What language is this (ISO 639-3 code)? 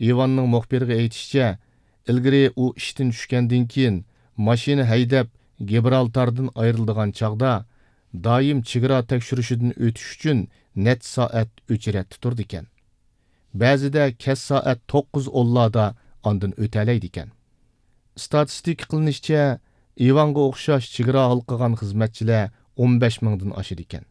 uig